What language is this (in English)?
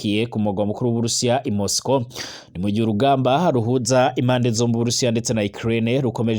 Rundi